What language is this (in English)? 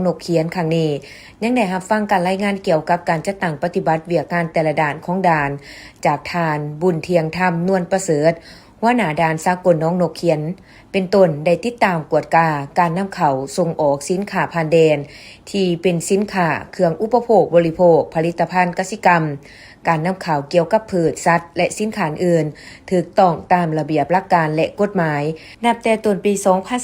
Lao